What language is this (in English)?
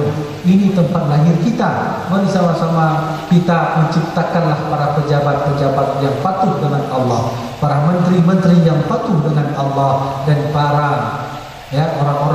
Achinese